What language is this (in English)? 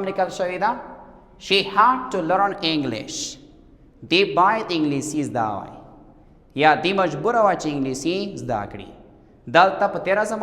Pashto